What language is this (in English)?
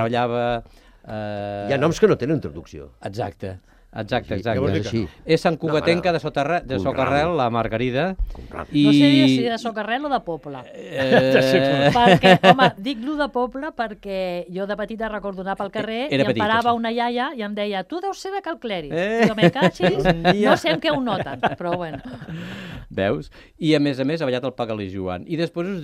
Catalan